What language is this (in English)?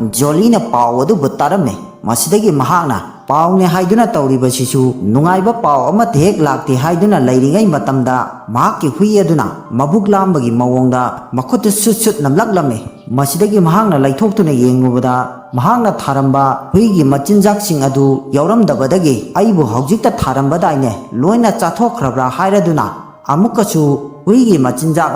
Manipuri